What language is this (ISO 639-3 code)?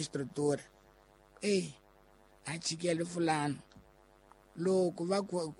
tso